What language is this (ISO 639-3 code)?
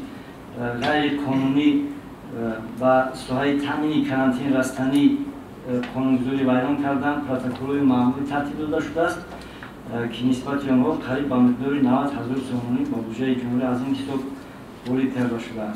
tgk